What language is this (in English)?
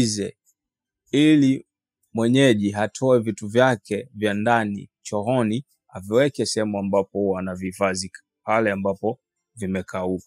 Swahili